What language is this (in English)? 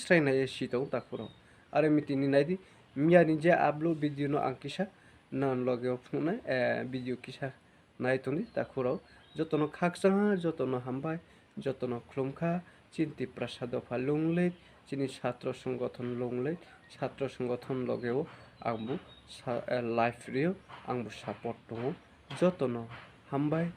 Riang (India)